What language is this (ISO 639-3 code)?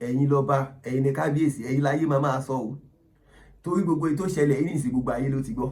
yor